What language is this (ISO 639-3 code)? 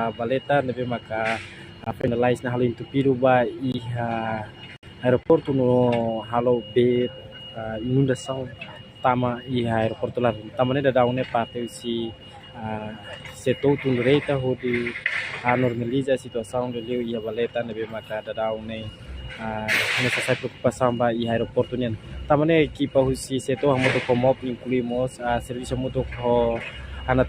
tet